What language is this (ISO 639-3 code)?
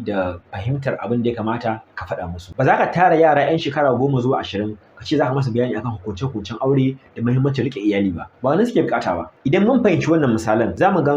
hau